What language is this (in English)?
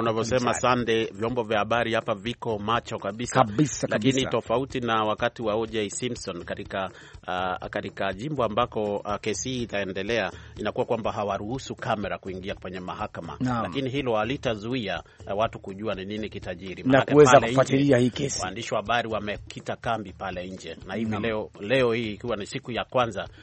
Swahili